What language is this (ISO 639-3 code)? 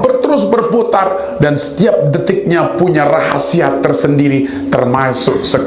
sas